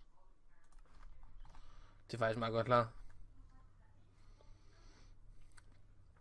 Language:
Danish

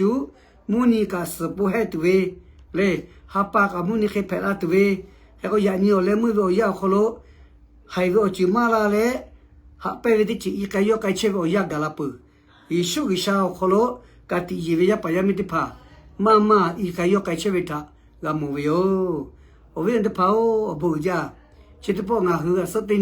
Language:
Lahu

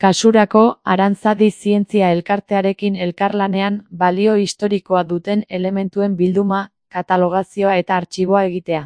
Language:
Basque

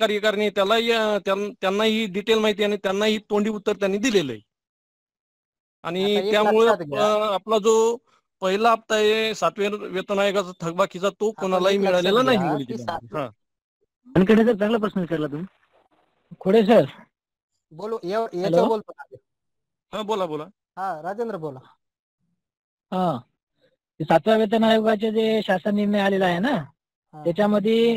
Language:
Marathi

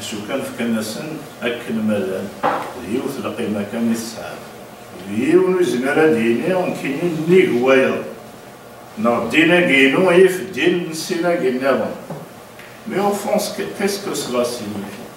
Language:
Kabyle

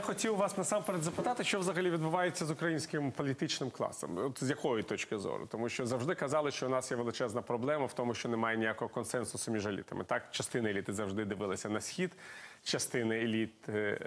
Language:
Ukrainian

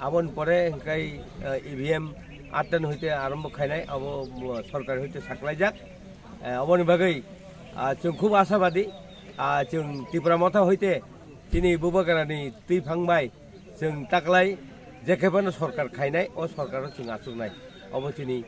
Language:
Kok Borok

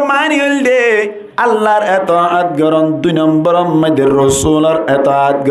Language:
Rohingya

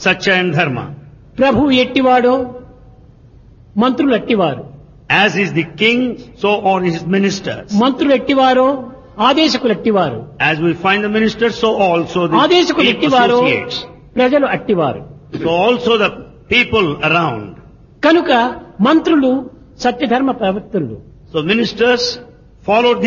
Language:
Telugu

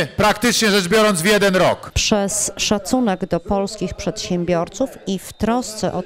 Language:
Polish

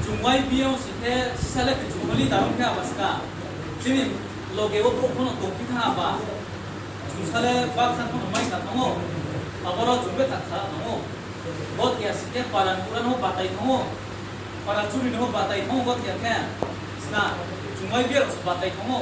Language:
Riang (India)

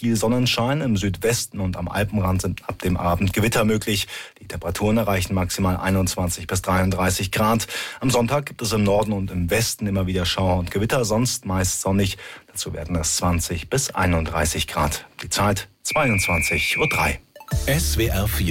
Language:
German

